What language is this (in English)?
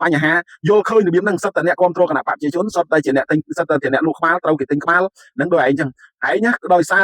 Khmer